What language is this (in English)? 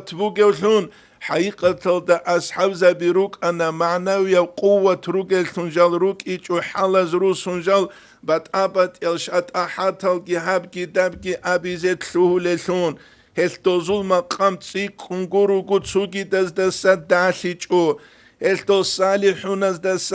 Avaric